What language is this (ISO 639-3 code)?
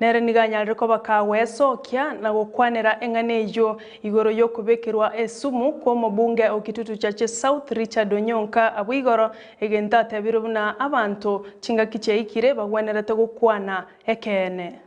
guz